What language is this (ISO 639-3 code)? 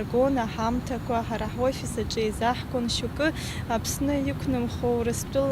abk